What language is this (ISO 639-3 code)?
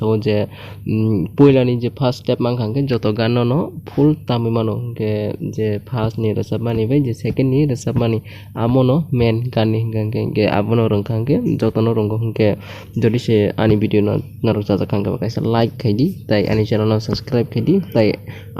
trp